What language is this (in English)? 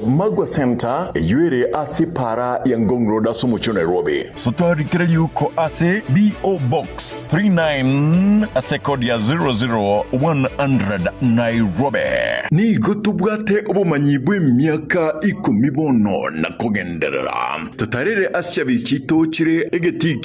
Gusii